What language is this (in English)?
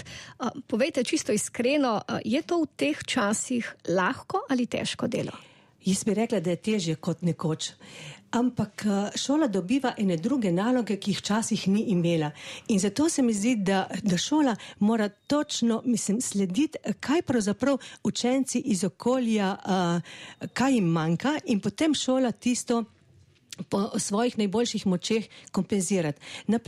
Slovenian